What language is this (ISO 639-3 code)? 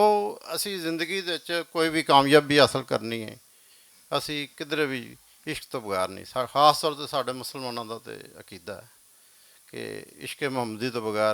lah